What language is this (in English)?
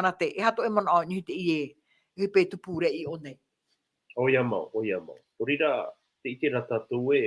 Tahitian